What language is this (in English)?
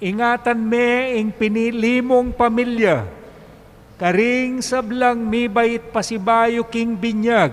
Pampanga